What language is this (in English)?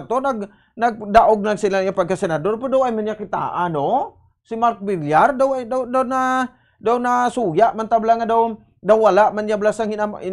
Hiligaynon